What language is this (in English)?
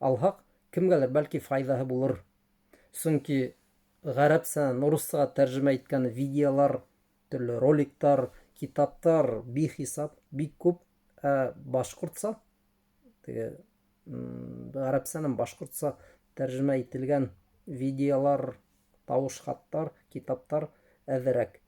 Bashkir